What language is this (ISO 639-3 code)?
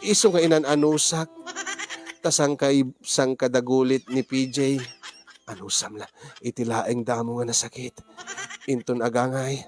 ilo